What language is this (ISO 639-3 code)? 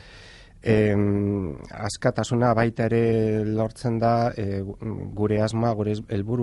eus